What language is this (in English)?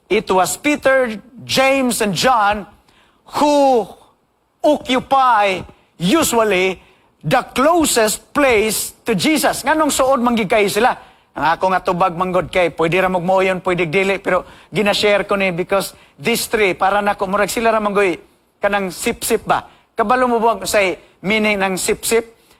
Cebuano